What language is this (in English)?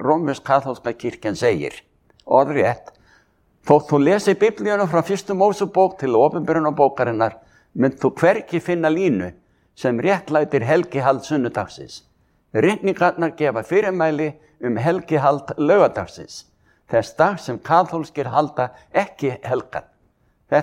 Icelandic